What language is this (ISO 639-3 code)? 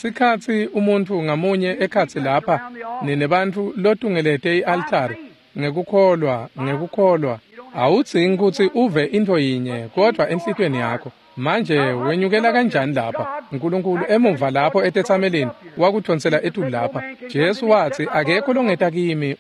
ssw